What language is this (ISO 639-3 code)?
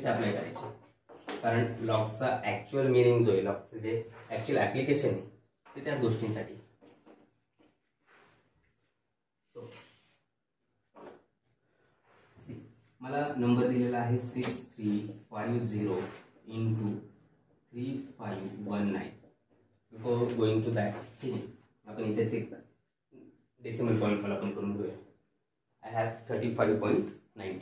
mar